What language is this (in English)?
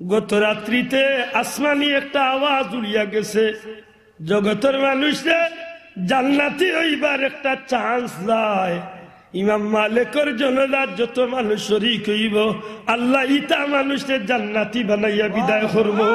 Sylheti